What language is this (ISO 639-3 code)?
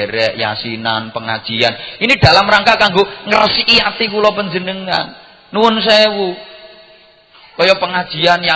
jav